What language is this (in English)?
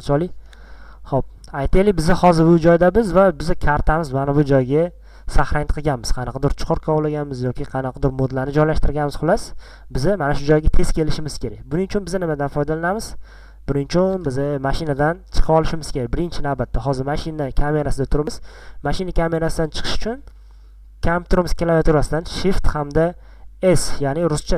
Uzbek